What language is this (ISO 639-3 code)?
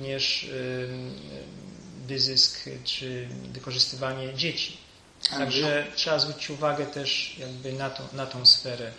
pol